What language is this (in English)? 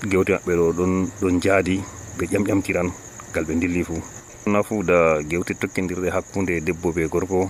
Nigerian Fulfulde